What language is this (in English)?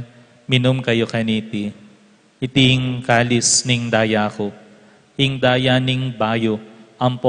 Pampanga